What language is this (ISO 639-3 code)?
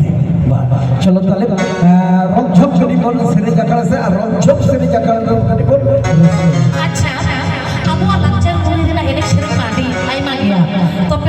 sat